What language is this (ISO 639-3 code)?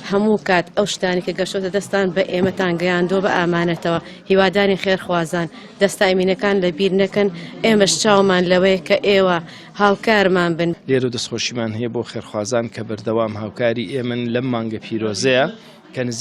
ckb